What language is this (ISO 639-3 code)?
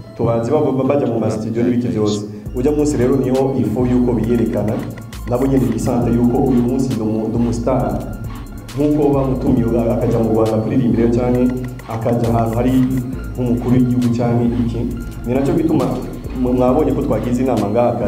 kin